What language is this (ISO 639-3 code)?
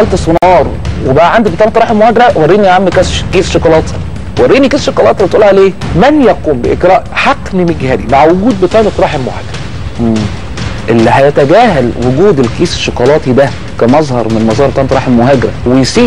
arz